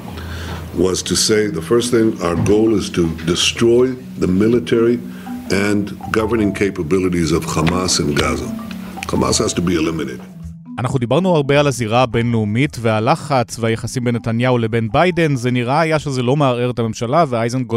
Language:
Hebrew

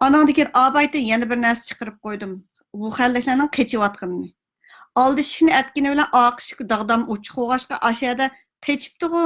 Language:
Uyghur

